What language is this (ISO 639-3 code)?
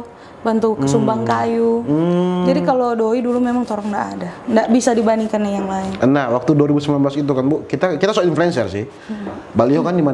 xmm